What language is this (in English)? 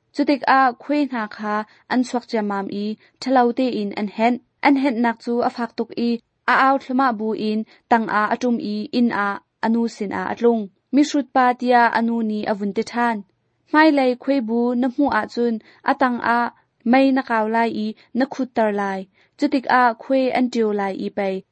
Hakha Chin